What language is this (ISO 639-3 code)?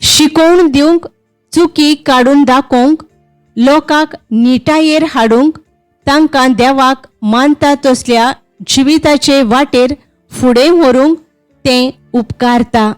kok